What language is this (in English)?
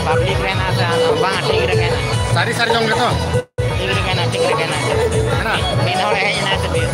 Santali